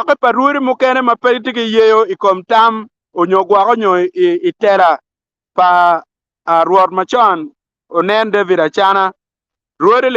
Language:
Acoli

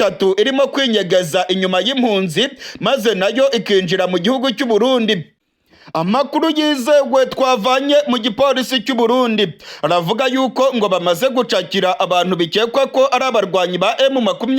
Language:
Rundi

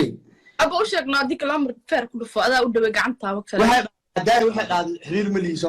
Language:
Somali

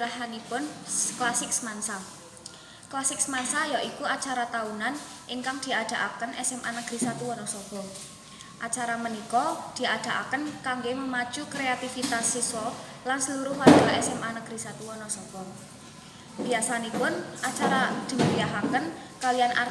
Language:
Javanese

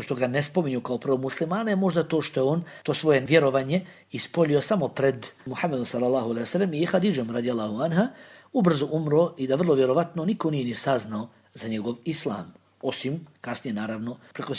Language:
Bosnian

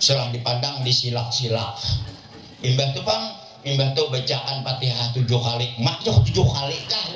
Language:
Banjar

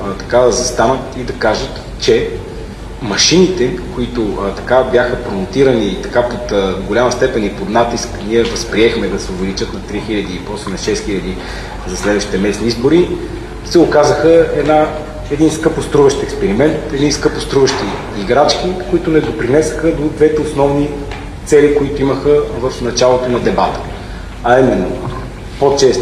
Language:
Bulgarian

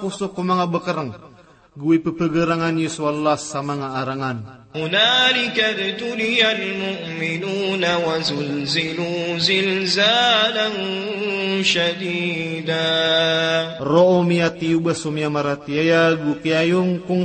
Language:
Maranao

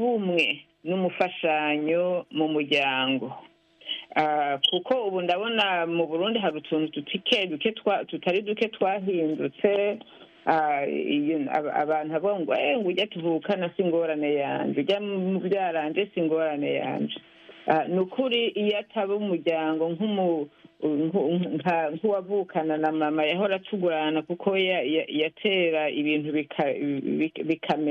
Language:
Rundi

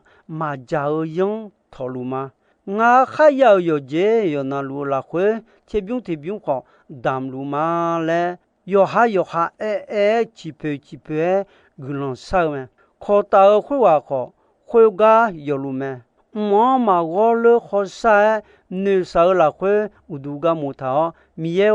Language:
Akha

